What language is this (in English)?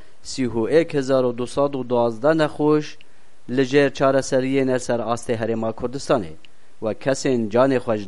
Kurdish